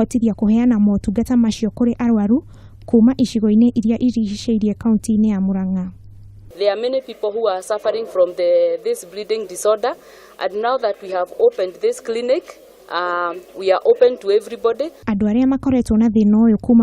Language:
Kikuyu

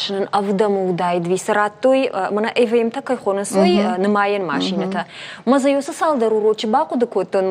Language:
Ossetic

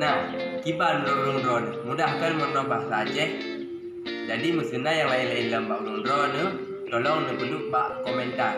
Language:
Achinese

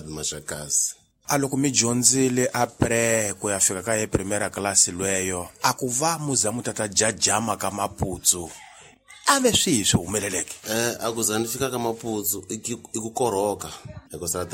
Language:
Tsonga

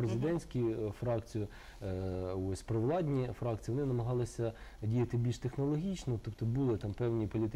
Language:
Ukrainian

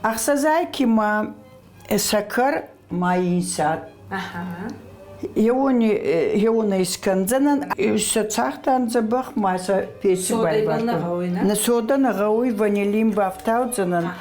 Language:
Ossetic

